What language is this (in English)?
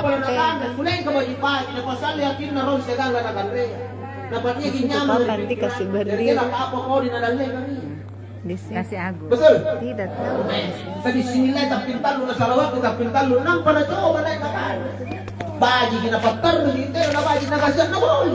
Makasar